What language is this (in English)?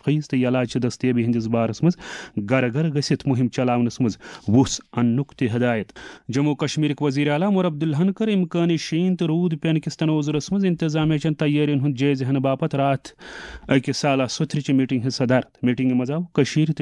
Kashmiri